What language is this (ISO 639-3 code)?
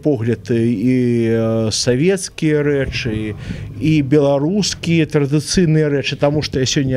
bel